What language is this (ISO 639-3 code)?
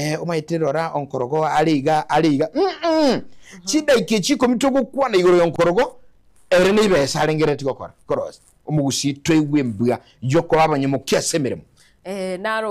guz